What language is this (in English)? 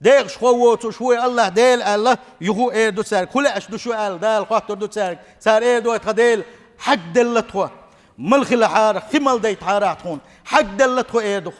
Chechen